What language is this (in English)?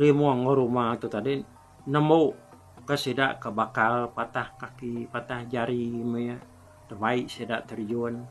Iban